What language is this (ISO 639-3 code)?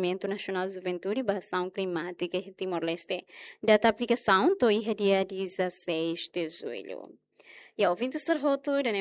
tet